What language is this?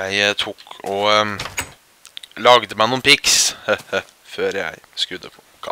Norwegian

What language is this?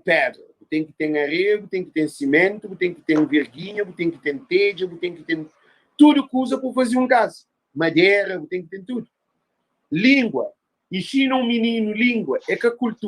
Kabuverdianu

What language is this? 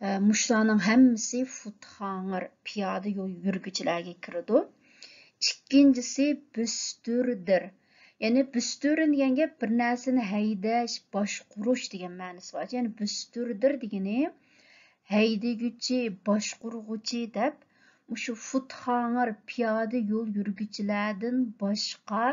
Uyghur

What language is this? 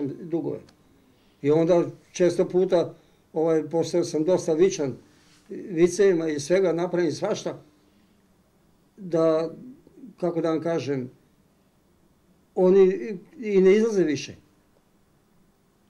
Serbian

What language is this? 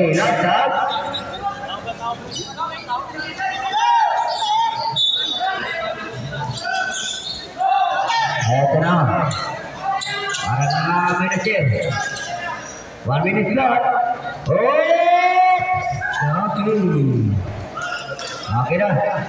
Filipino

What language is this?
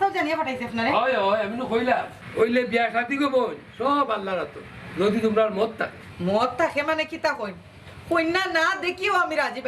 Sylheti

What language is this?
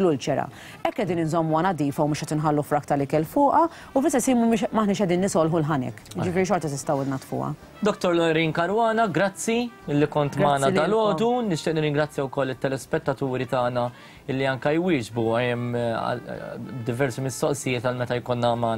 Maltese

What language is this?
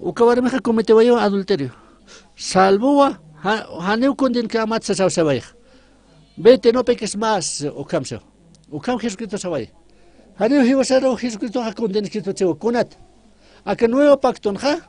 Aymara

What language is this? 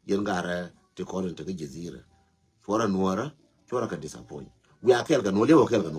Nuer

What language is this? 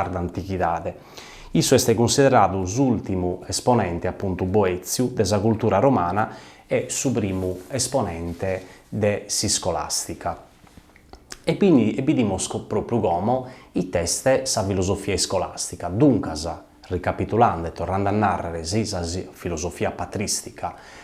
Sardinian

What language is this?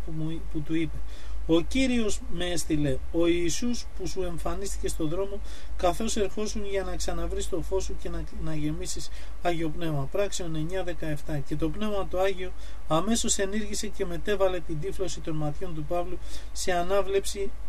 Greek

